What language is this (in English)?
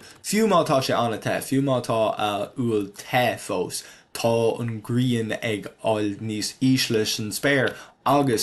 Irish